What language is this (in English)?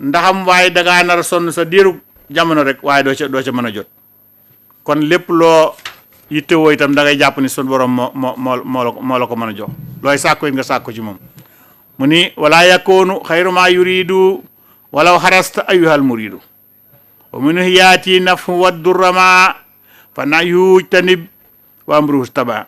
Wolof